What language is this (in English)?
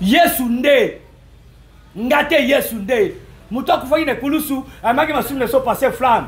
Lingala